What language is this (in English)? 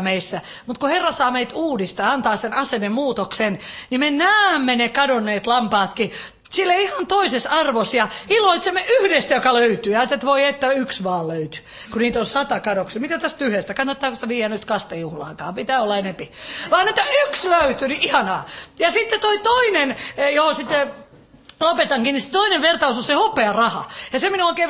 Finnish